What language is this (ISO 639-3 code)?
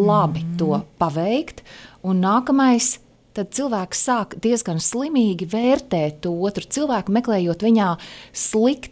lav